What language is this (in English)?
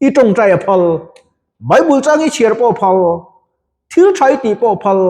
Mizo